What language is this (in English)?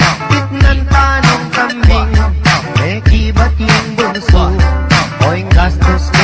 Pampanga